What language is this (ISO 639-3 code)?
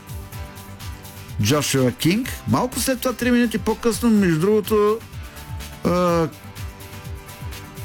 bul